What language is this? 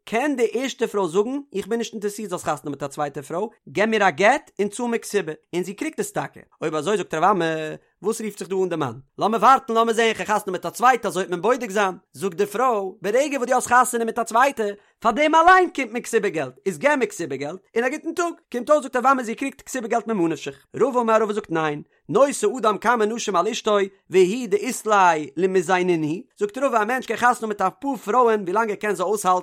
Yiddish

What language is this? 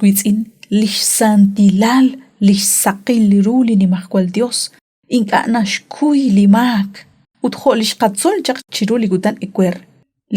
Kekchí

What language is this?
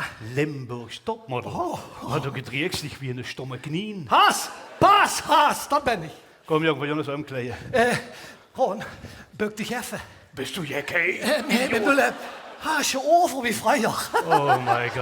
Limburgish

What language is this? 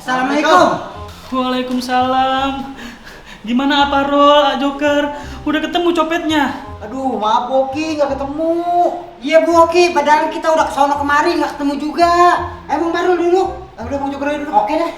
Betawi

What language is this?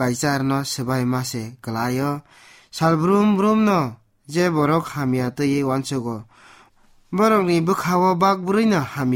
Kok Borok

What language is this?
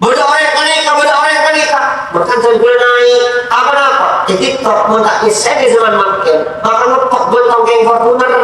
Madurese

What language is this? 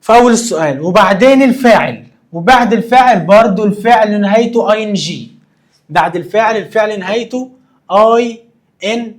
Egyptian Arabic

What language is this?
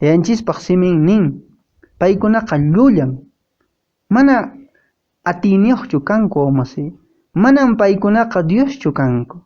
Quechua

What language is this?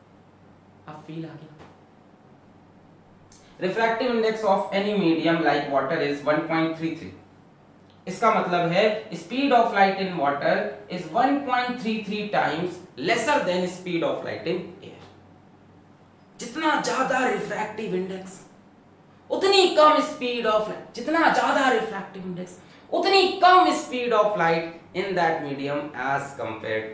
Hindi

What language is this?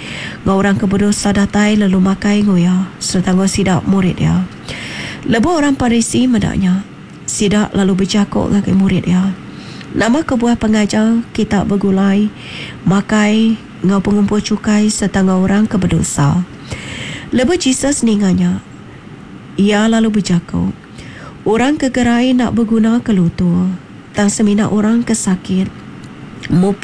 Iban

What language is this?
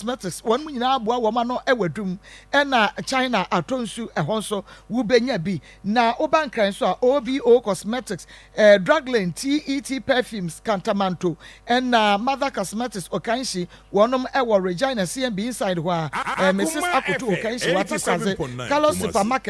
Akan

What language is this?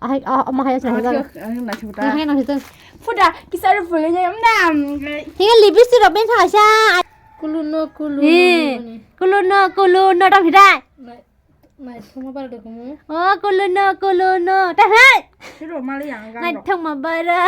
Kok Borok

